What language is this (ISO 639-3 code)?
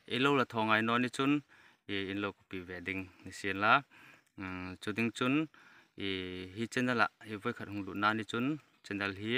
hmr